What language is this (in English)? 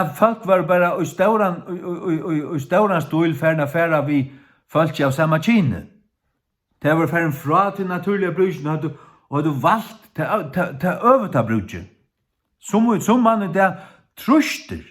Faroese